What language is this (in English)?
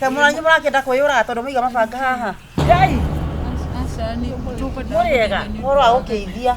Kikuyu